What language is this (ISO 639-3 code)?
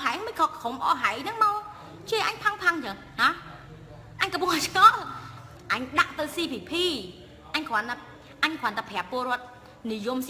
khm